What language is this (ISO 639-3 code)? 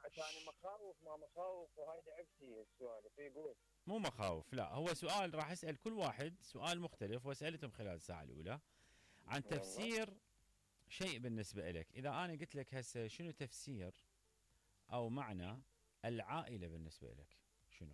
acm